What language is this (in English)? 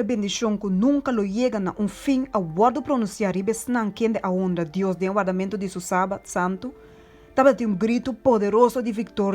Papiamento